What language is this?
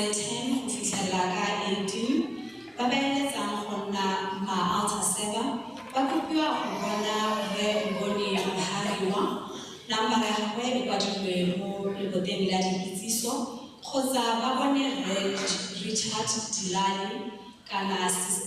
Tswana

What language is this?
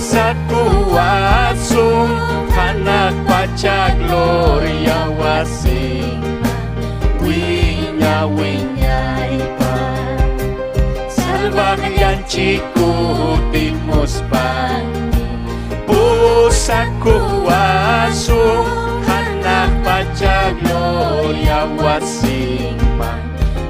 Ayacucho Quechua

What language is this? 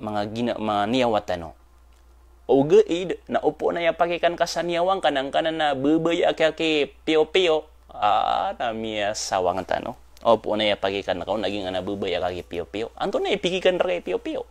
Maranao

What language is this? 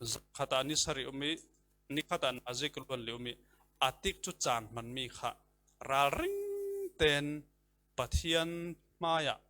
Falam Chin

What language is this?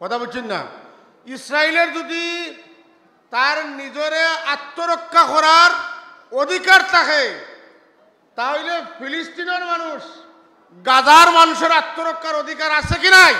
Sylheti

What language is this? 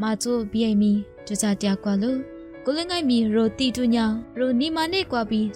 Lisu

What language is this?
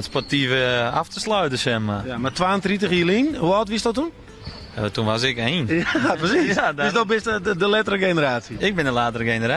Western Frisian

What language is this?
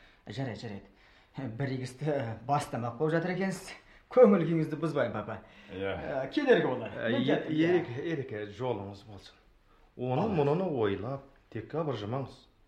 Kazakh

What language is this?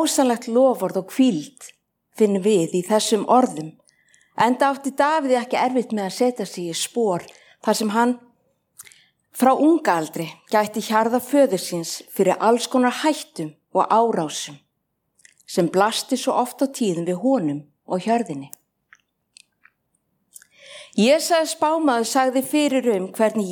Icelandic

